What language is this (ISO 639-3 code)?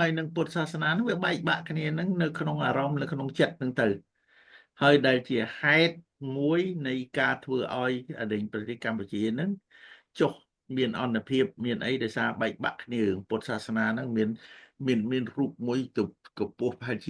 khm